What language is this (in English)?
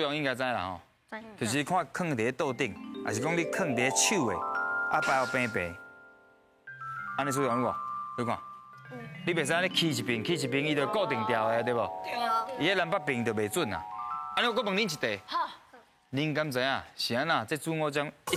Min Nan Chinese